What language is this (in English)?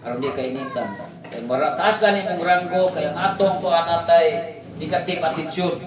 Cebuano